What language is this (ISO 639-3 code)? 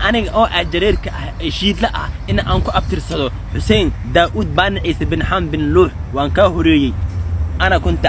som